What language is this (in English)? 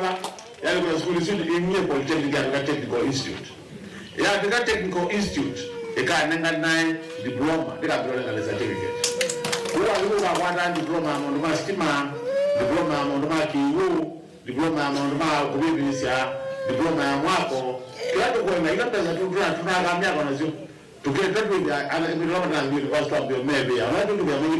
Kamba